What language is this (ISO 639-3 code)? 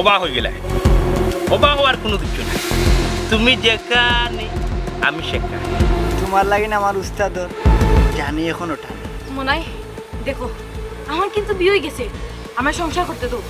syl